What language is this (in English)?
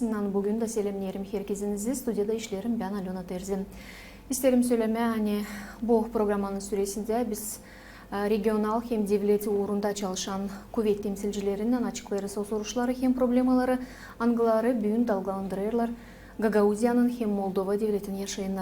Gagauz